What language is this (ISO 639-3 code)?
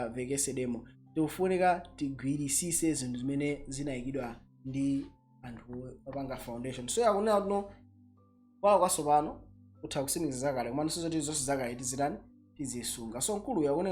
nya